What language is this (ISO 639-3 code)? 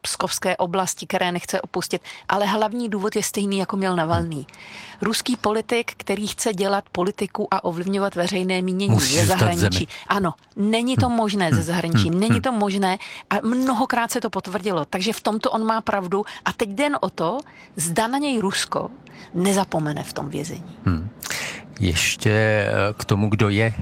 ces